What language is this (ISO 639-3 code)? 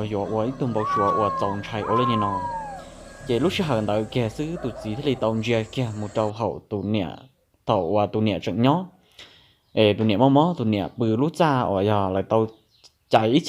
hmn